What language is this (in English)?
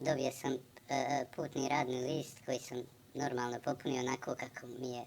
Bosnian